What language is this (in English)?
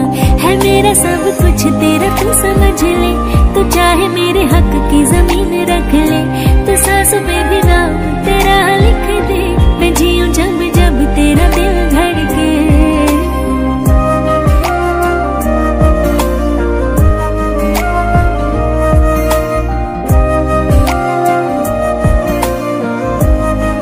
Hindi